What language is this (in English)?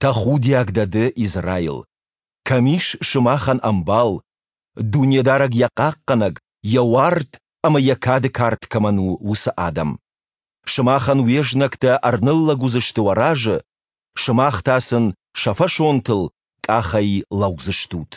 Ossetic